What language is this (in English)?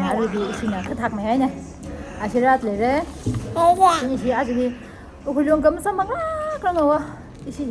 Tangkhul Naga (India)